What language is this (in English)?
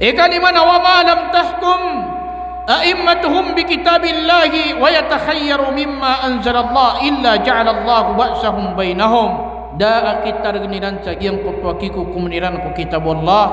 Maranao